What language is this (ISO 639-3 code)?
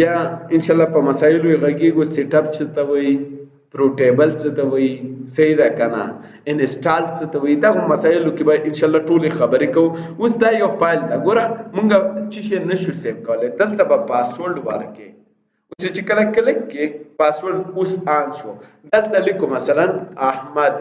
pus